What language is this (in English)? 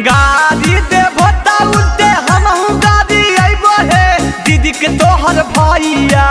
Magahi